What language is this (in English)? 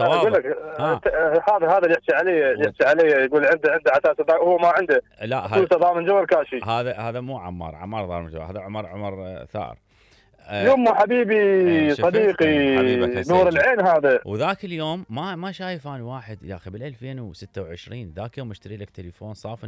Mesopotamian Arabic